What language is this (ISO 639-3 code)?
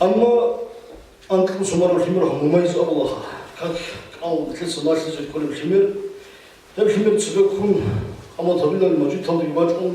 ava